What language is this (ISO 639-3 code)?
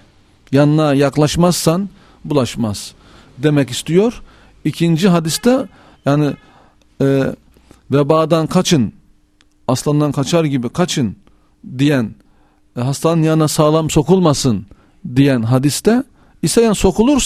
tur